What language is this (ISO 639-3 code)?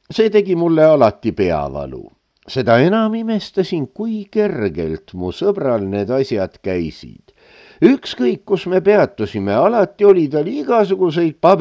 est